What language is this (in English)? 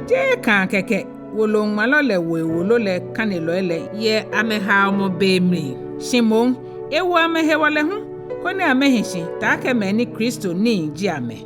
Ga